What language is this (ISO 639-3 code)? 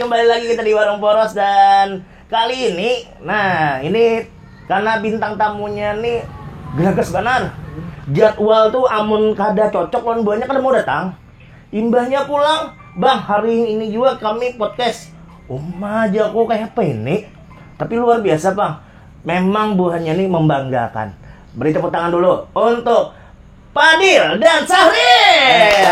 bjn